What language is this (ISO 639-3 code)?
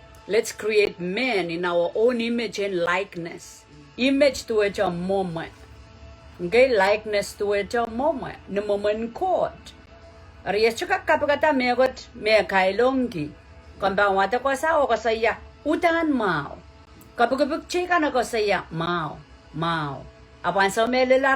pon